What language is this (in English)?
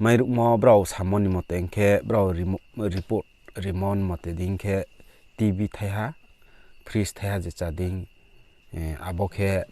Riang (India)